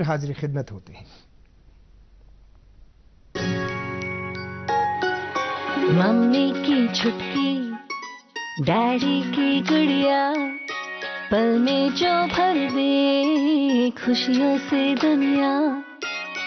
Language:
Urdu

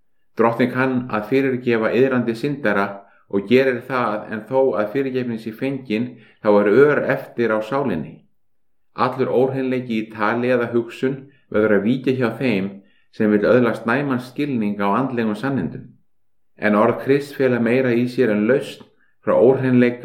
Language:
Icelandic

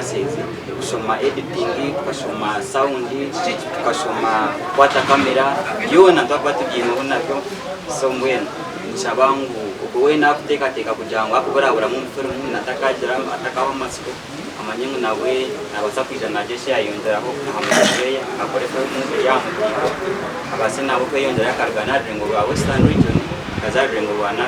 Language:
Nyankole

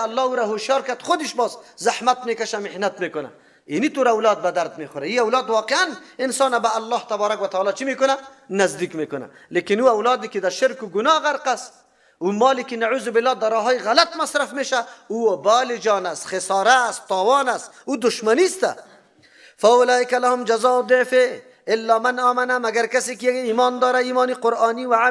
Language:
Persian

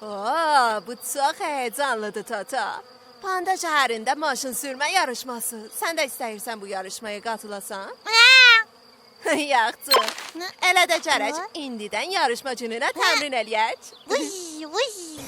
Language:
South Azerbaijani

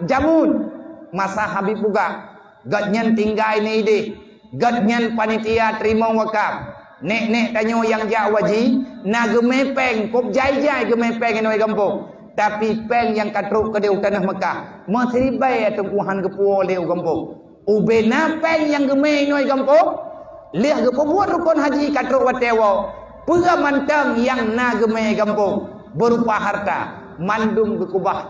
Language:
Achinese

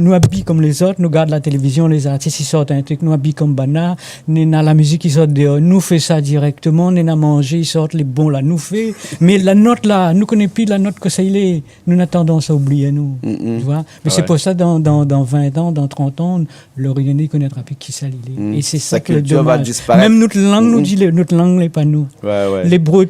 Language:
Réunion Creole French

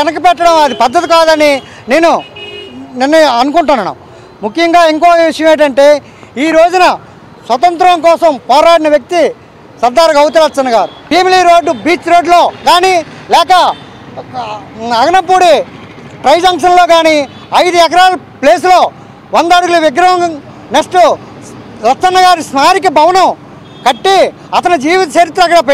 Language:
Telugu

